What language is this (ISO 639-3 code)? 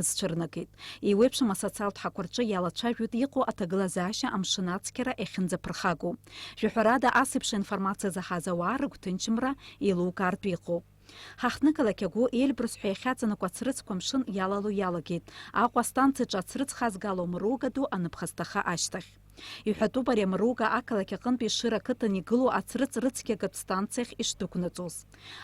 abk